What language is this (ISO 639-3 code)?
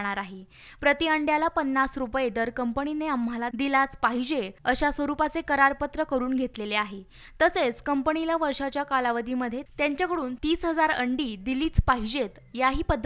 mar